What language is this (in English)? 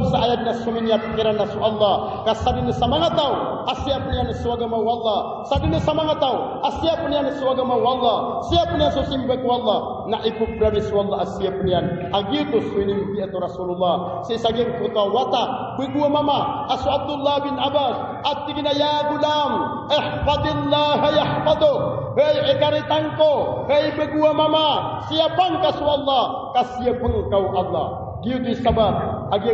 Maranao